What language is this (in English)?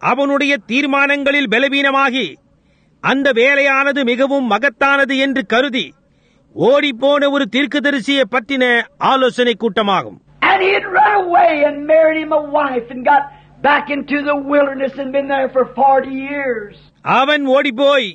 Tamil